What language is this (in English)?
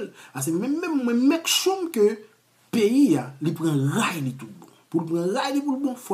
Haitian Creole